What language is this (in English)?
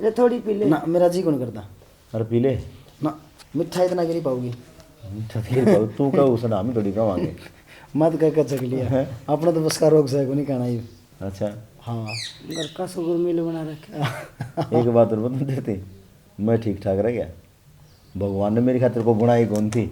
Haryanvi